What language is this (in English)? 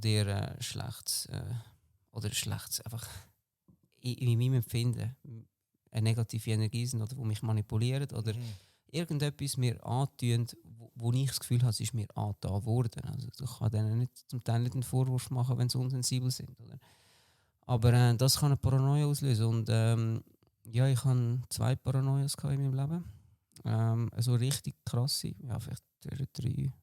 Swiss German